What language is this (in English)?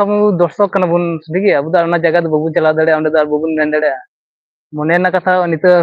Santali